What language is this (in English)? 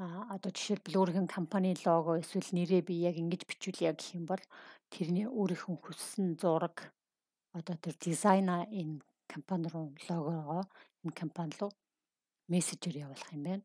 Mongolian